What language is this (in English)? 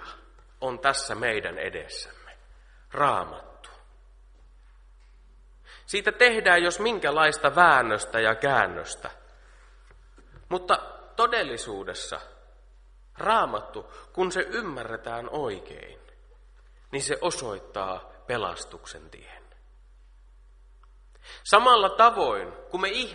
Finnish